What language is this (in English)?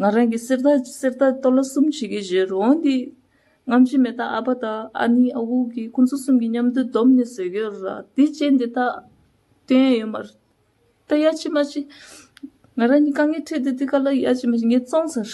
Tibetan